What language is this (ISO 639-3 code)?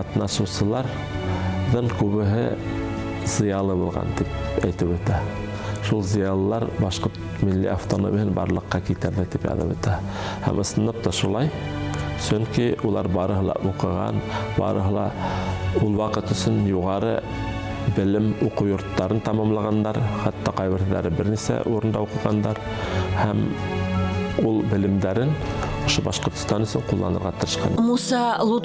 bak